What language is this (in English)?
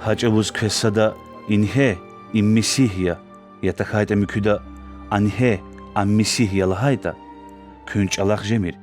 Lezghian